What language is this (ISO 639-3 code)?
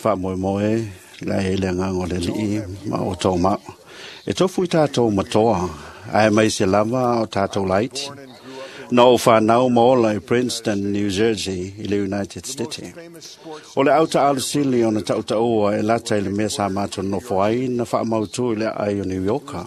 smo